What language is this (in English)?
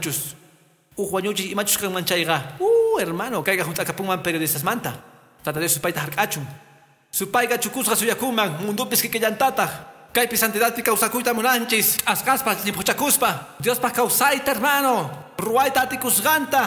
Quechua